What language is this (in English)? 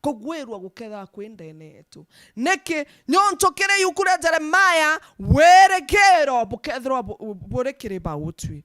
Meru